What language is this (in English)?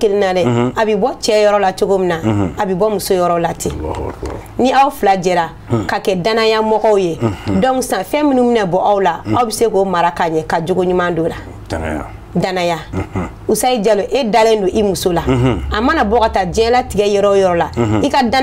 Bambara